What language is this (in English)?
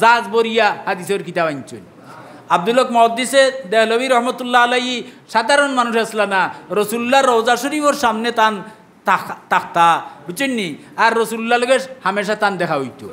Sylheti